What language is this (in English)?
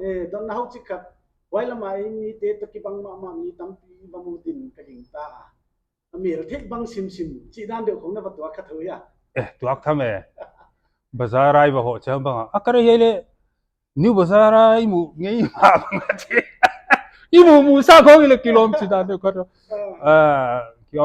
Paite Chin